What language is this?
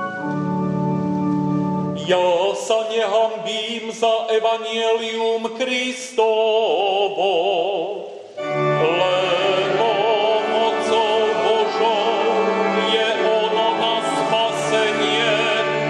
Slovak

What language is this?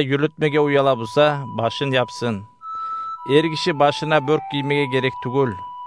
Kumyk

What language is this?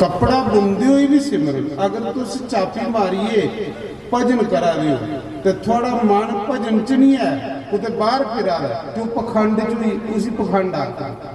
Dogri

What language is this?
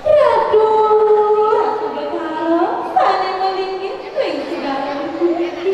Balinese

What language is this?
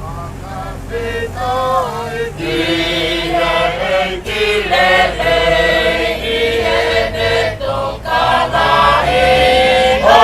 Tongan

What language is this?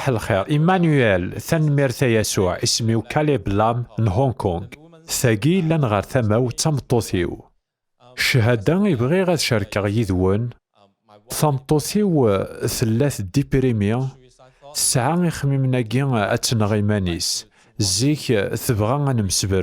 Kabyle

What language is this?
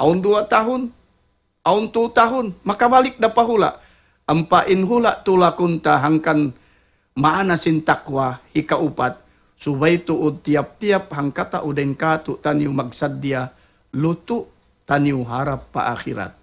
Tausug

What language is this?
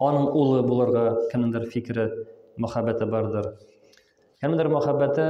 Tatar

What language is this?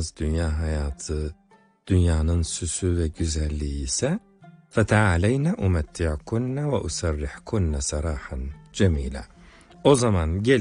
Turkish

